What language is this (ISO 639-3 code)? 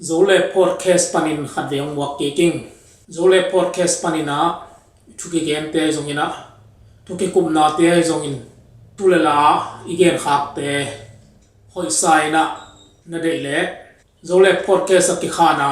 ctd